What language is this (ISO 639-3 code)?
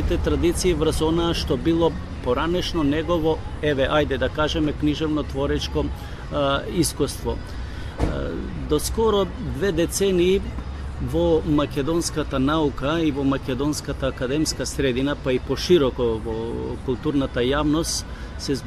mkd